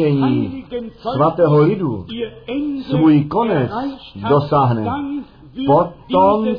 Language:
Czech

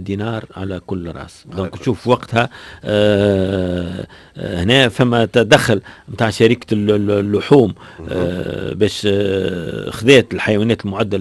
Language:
Tunisian Arabic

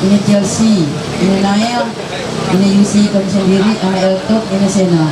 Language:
Ma'anyan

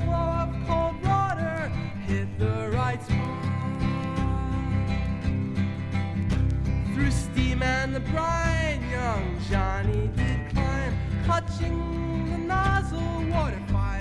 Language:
English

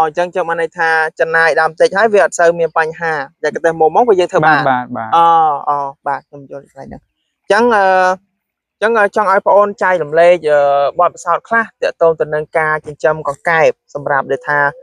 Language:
Khmer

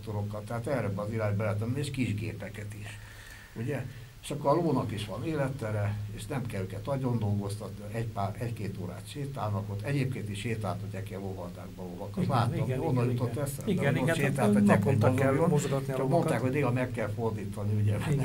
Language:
Hungarian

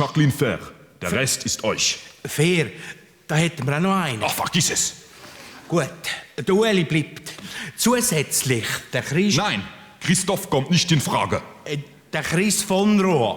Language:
Swiss German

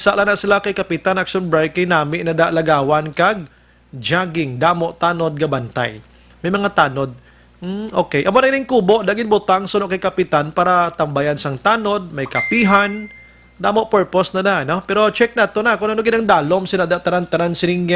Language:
Hiligaynon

